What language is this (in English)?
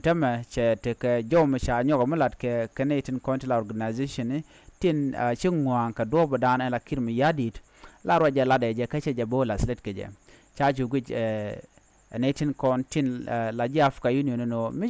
Nuer